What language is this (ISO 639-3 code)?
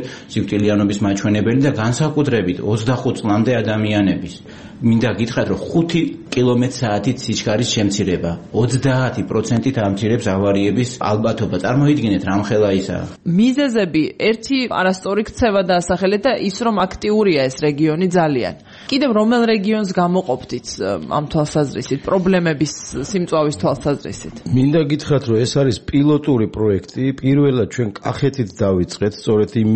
kat